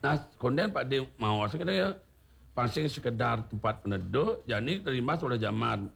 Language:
Balinese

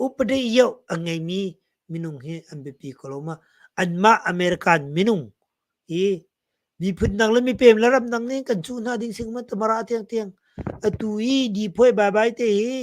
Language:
Hakha Chin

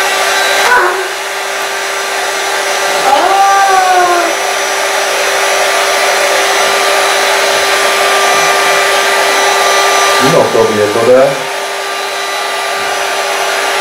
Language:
Czech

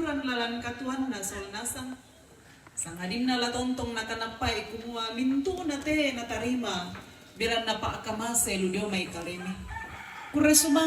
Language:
Toraja-Sa'dan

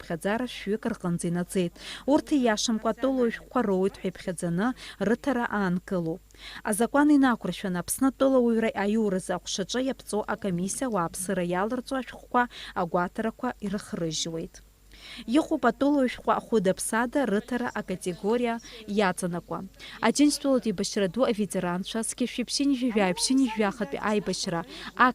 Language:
Abkhazian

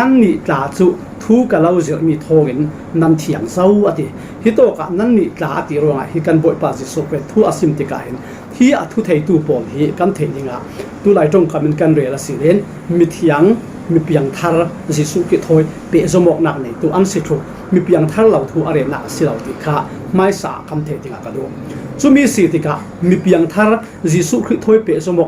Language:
Falam Chin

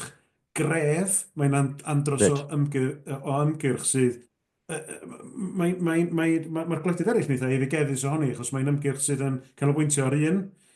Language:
Welsh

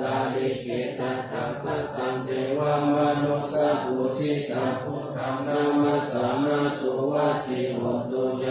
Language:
Pali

